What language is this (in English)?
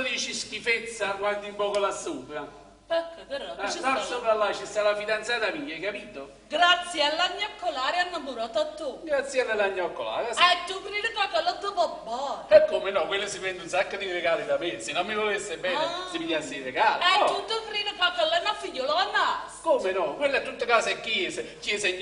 Neapolitan